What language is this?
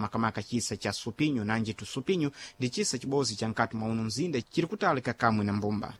Sena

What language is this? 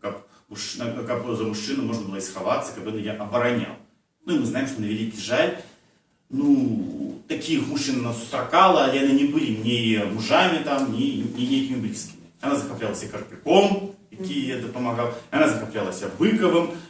Belarusian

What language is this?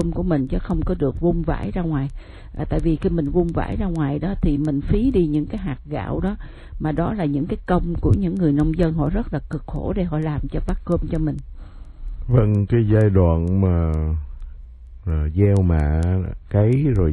Vietnamese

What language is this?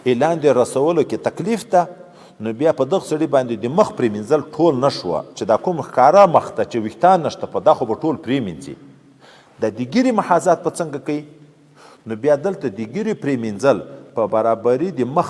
Pashto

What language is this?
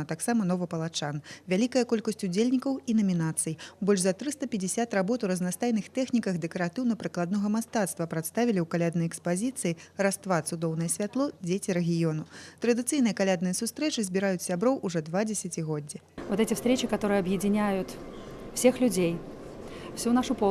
Belarusian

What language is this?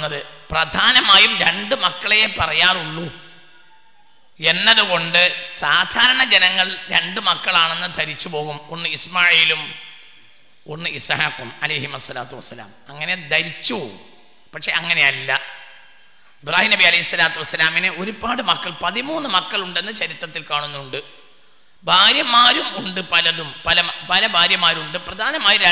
Malayalam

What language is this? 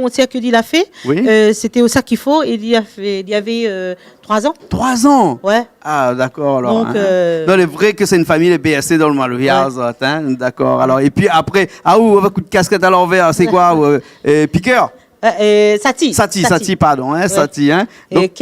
Réunion Creole French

